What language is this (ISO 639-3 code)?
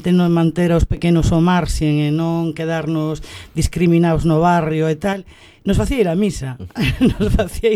glg